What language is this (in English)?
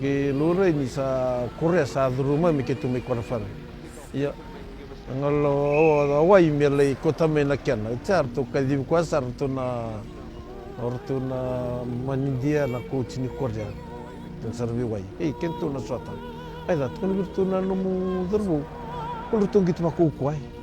Fijian